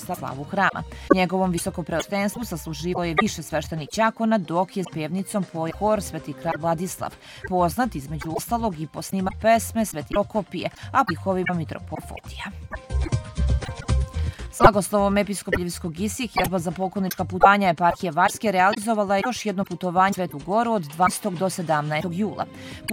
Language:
Serbian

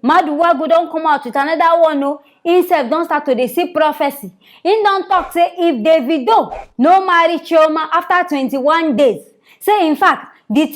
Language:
Nigerian Pidgin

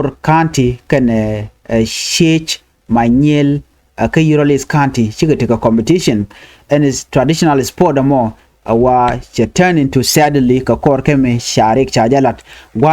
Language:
Nuer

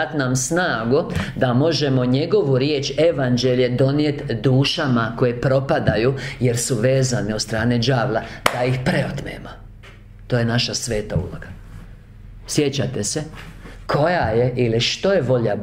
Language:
Croatian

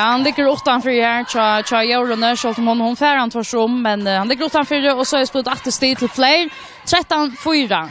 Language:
Faroese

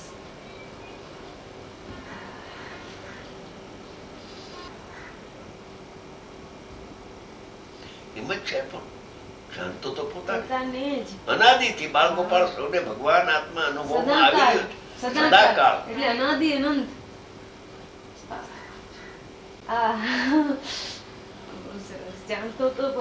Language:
Gujarati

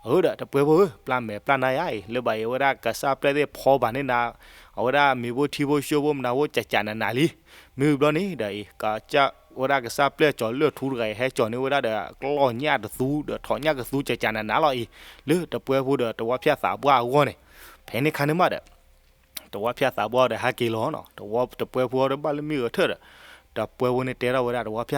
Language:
S'gaw Karen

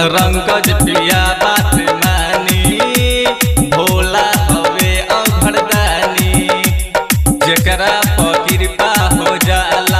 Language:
Bhojpuri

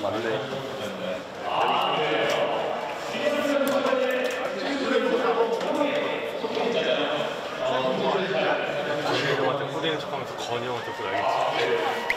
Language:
Korean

